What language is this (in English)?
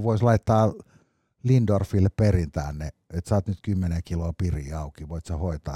Finnish